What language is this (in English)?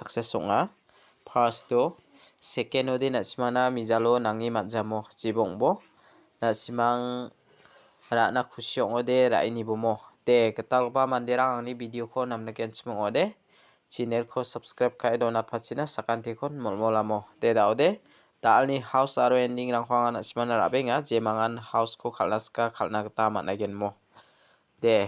Garo